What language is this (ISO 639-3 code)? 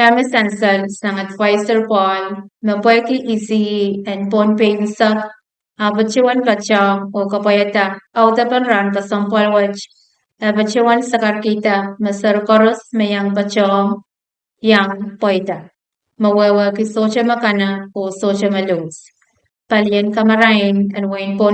pon